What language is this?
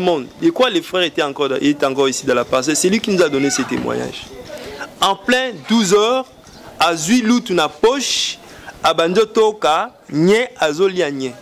Lingala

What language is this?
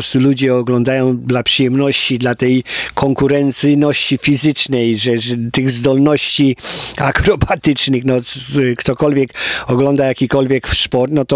Polish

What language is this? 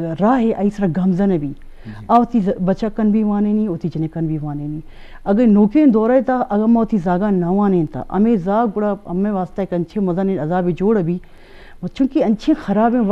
Eastern Balochi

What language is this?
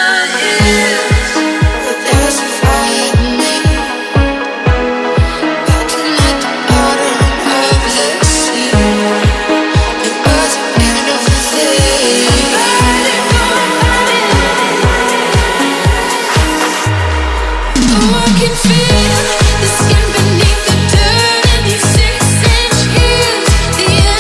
English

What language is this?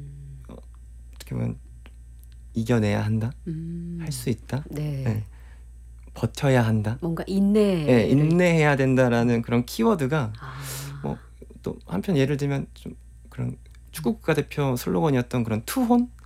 Korean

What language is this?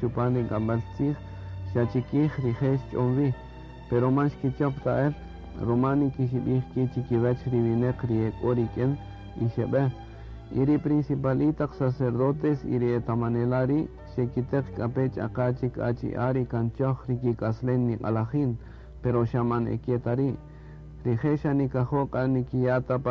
Kaqchikel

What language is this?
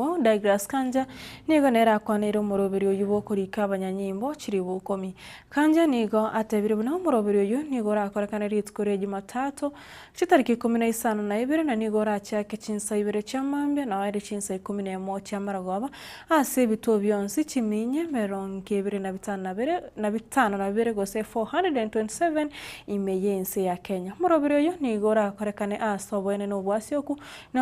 Gusii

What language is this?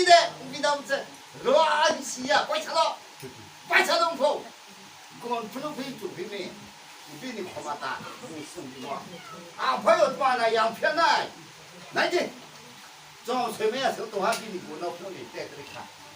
Riang (India)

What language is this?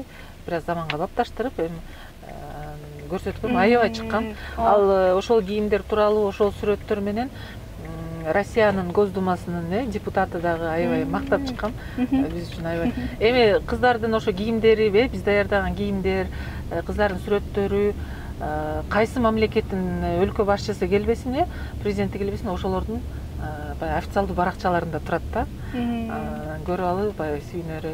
Kyrgyz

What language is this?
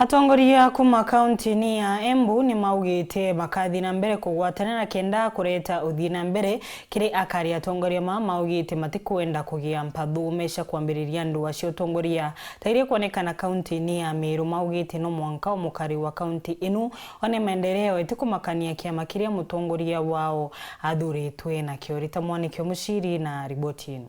Meru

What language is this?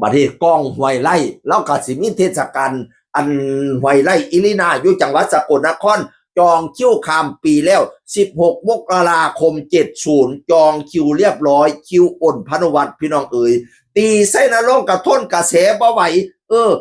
Northeastern Thai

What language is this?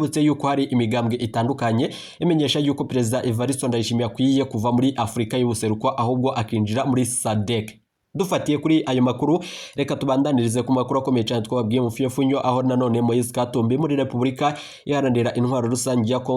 Rundi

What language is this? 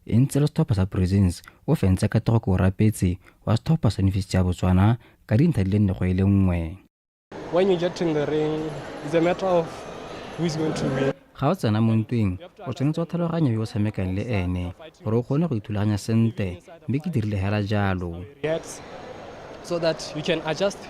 Tswana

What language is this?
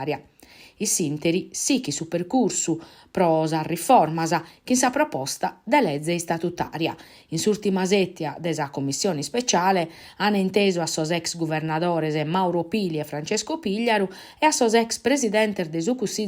Sardinian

